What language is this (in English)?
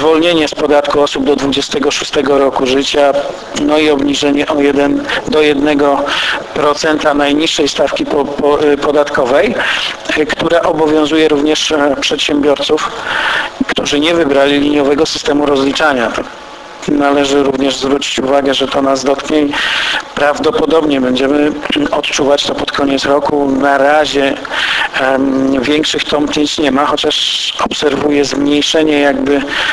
Polish